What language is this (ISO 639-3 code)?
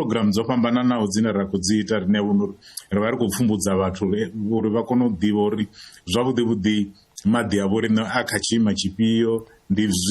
ven